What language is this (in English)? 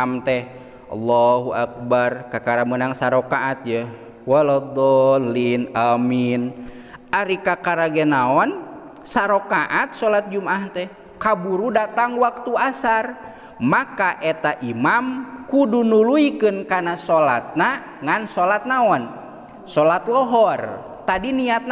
Sundanese